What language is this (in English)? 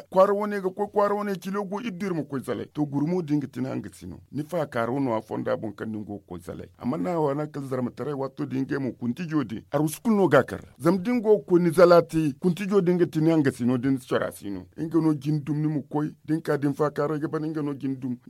Zarma